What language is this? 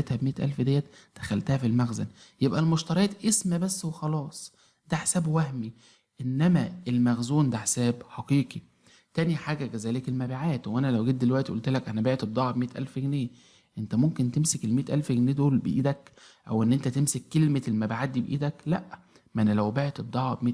Egyptian Arabic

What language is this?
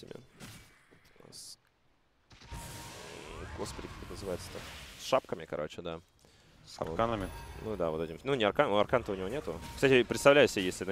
Russian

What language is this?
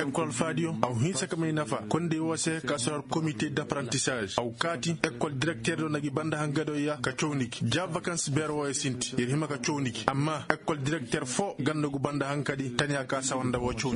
Koyraboro Senni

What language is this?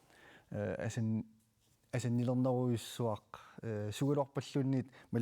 Kalaallisut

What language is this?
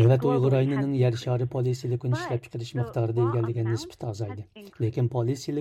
Uyghur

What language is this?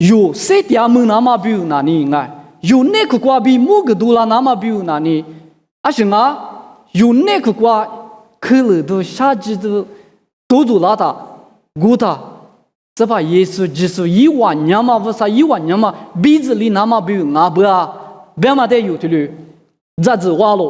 Lisu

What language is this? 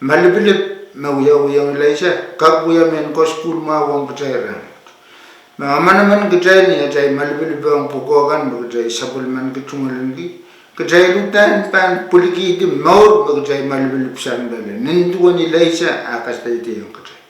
Pohnpeian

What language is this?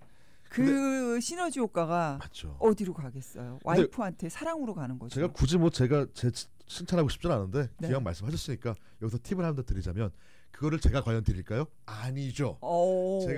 Korean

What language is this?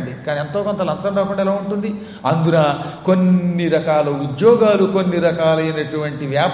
Telugu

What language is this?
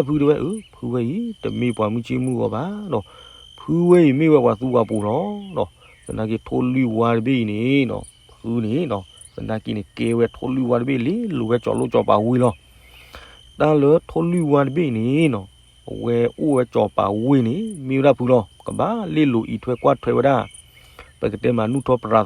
S'gaw Karen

